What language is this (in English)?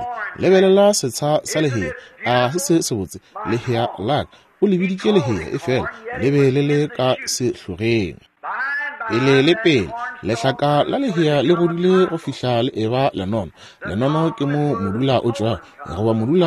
Northern Sotho